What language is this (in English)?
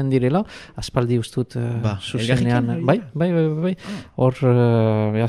Basque